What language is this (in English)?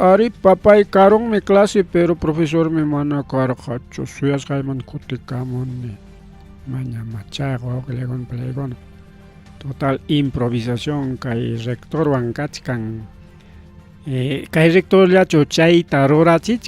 Ayacucho Quechua